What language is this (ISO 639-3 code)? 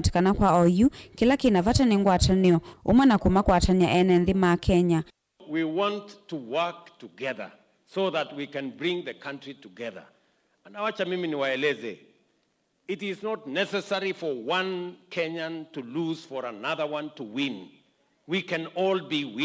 kam